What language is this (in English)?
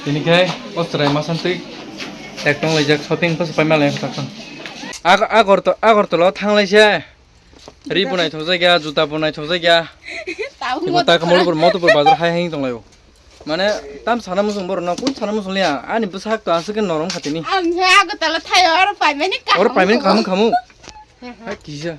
Kok Borok